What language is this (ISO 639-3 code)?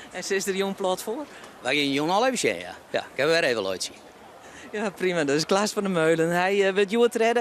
fry